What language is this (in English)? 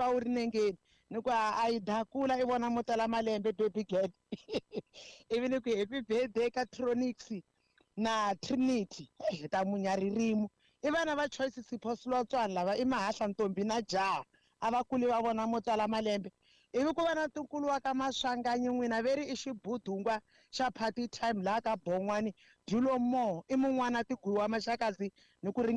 Tsonga